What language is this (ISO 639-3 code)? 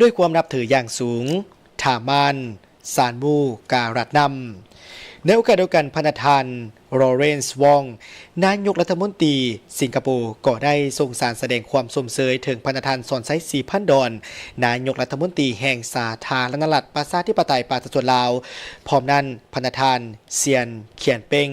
lao